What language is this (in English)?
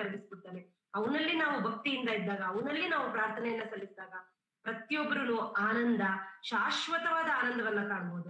Kannada